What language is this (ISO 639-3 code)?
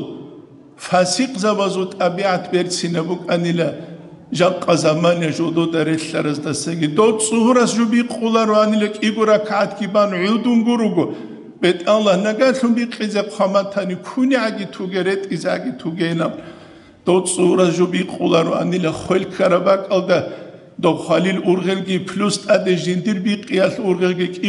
ava